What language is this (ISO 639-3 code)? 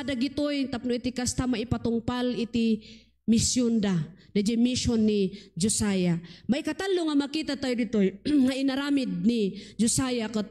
ilo